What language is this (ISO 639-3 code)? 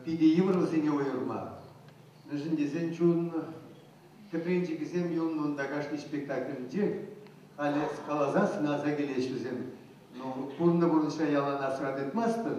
chv